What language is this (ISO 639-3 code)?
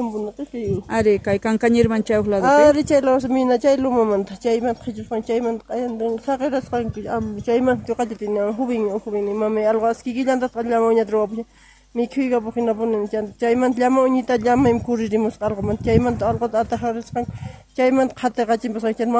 que